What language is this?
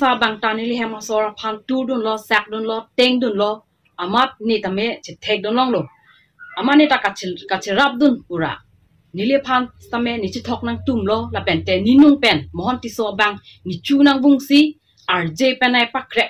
Karbi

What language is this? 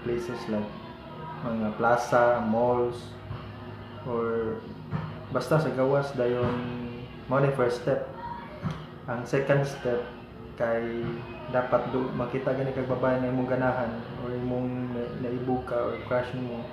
Cebuano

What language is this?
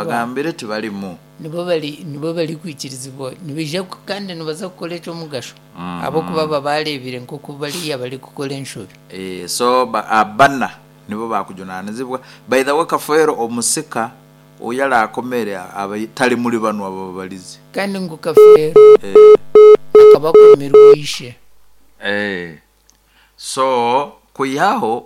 Nyoro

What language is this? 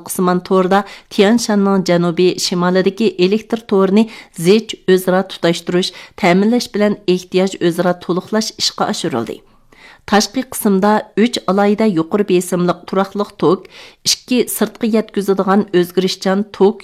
Uyghur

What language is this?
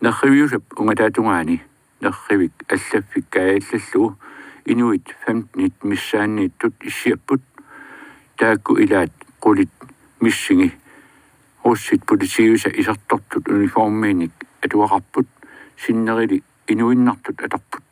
Kalaallisut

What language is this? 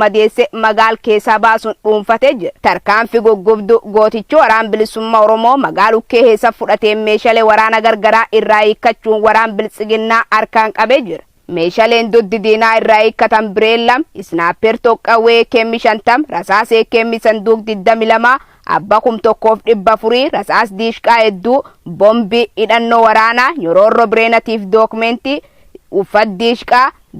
Oromo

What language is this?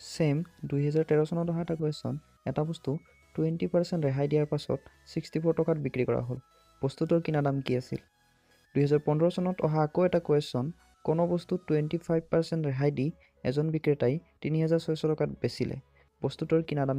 Assamese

